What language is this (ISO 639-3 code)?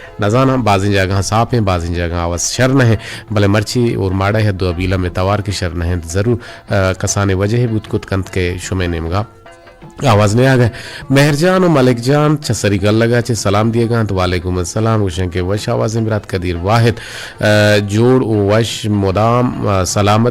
bgp